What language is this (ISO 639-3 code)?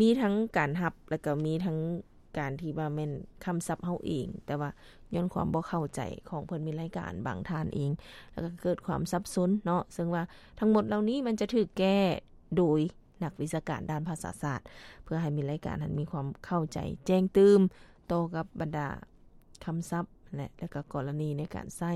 lao